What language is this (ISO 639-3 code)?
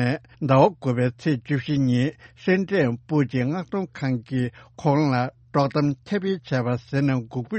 bod